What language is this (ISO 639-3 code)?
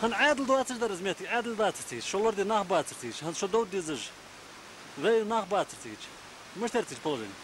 inh